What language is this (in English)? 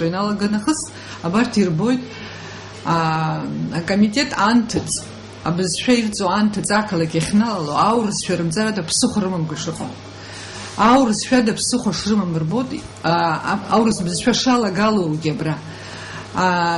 Abkhazian